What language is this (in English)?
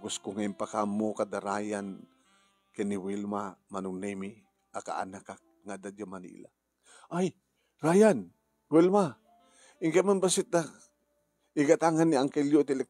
Iloko